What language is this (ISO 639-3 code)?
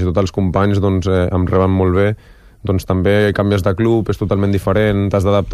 cat